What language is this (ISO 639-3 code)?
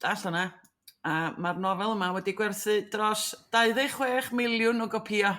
cym